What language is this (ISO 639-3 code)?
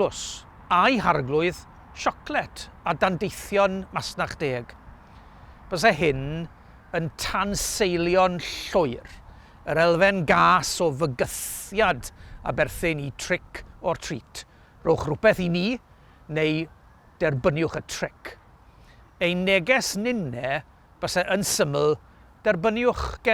cym